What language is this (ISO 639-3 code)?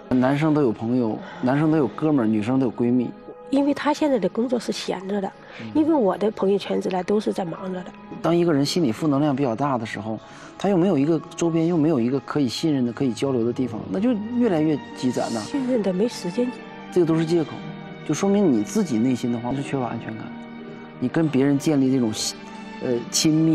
zho